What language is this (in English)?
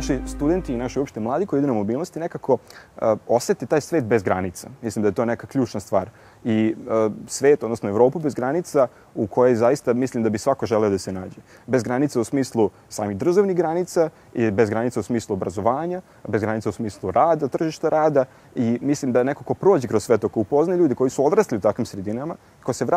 Serbian